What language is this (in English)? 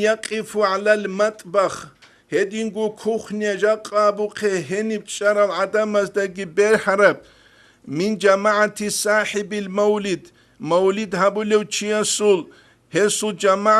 Avaric